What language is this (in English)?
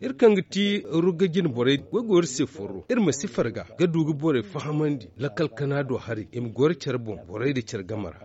Zarma